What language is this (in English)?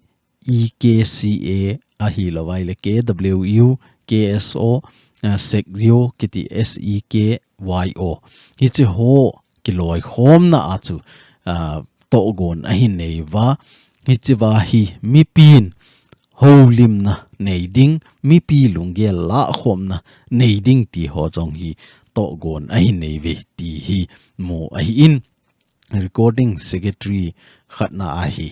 Thado Chin